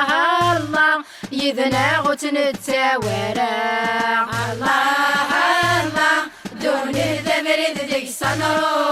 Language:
Kabyle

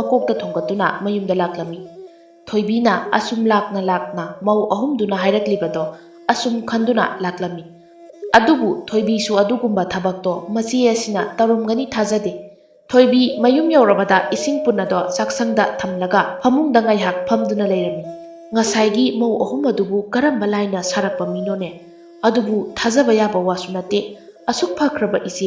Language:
Manipuri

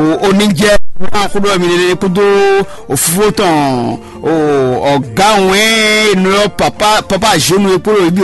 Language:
Fon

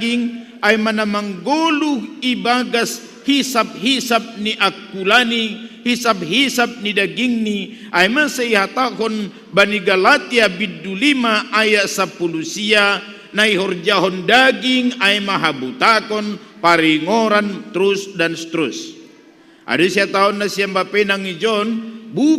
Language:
Batak Simalungun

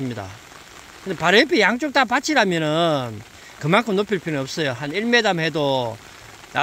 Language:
Korean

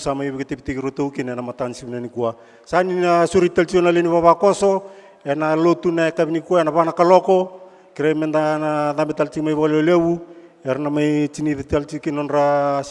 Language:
Fijian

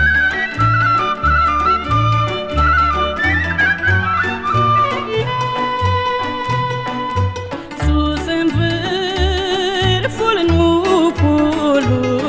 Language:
Romanian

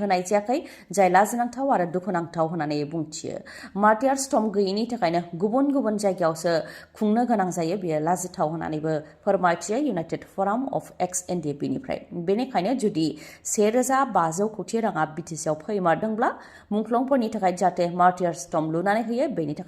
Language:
Bodo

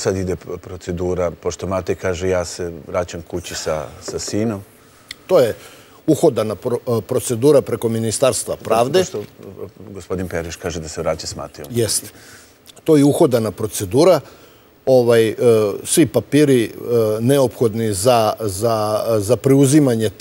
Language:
Serbian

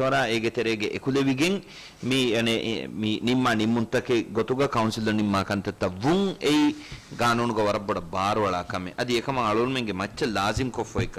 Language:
Divehi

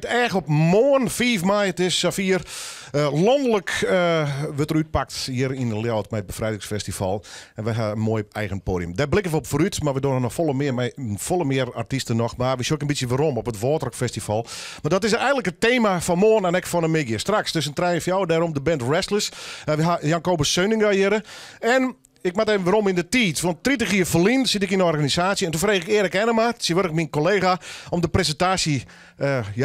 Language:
Western Frisian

